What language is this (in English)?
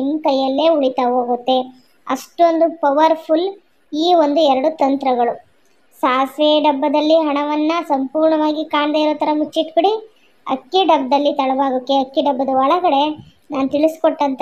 Kannada